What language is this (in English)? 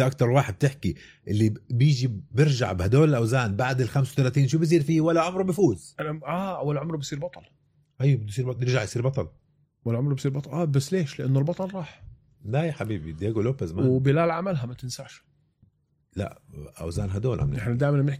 North Levantine Arabic